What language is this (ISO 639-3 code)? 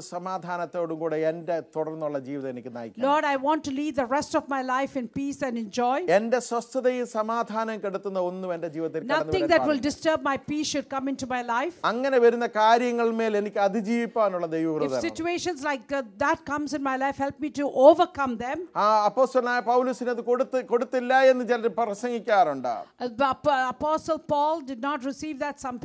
mal